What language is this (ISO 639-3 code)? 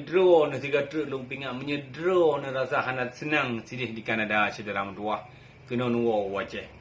ace